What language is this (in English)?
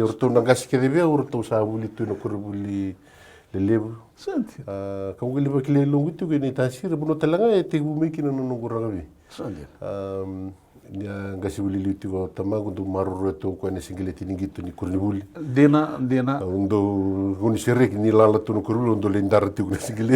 Fijian